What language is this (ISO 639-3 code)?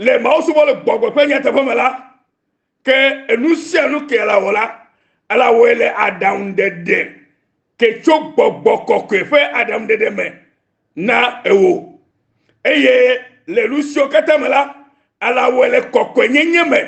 ewe